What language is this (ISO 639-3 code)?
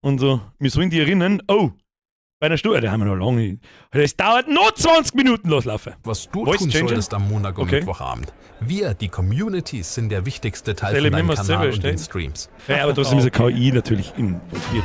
bar